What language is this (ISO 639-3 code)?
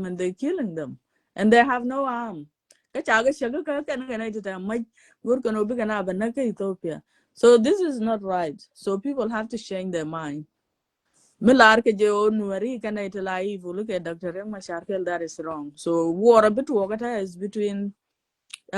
nus